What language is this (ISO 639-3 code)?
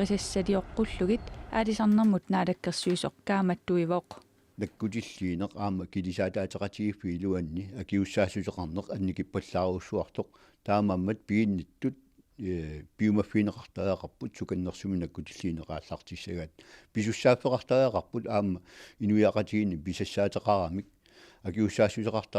kal